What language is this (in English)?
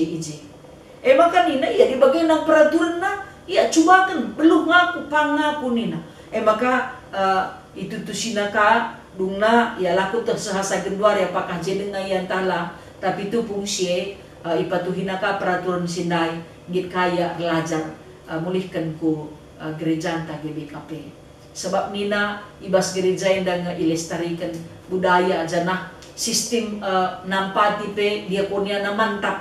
Batak Karo